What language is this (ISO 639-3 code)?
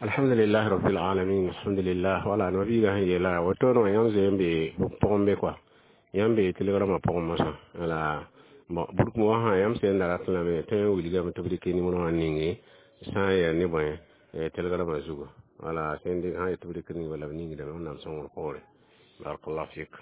mos